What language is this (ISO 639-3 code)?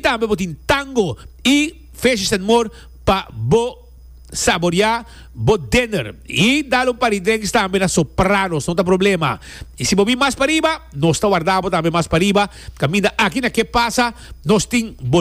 pap